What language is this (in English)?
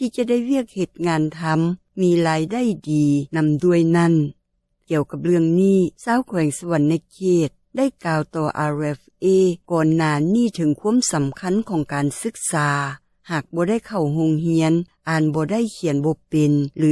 Lao